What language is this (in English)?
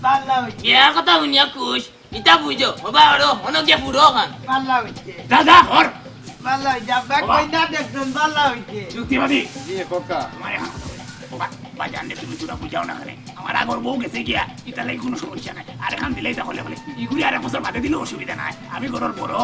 Sylheti